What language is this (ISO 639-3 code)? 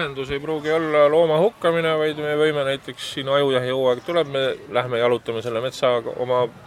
est